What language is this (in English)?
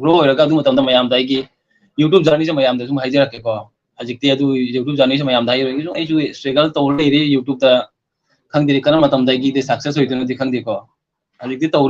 Manipuri